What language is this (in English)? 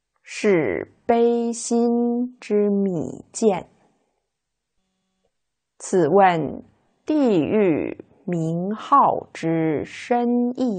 Chinese